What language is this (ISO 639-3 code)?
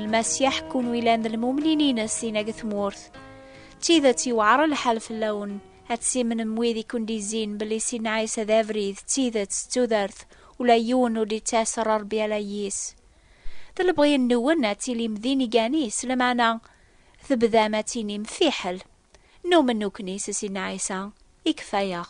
kab